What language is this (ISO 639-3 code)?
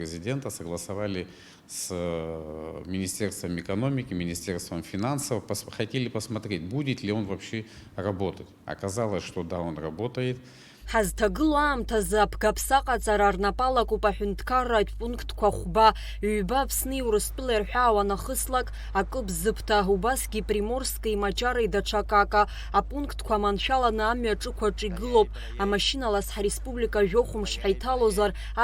abk